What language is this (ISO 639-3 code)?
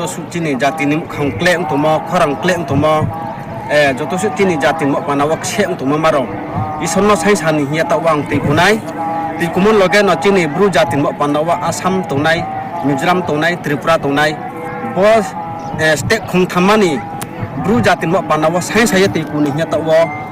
ria